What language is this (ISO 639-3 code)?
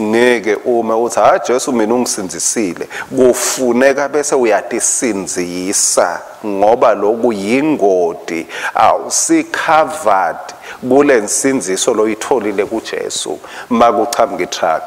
ssw